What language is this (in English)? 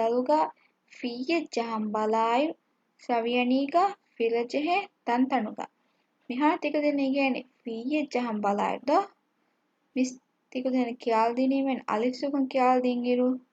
Divehi